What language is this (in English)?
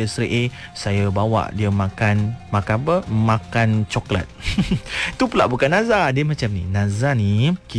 Malay